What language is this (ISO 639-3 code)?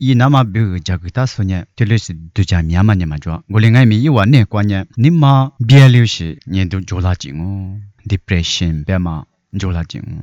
lis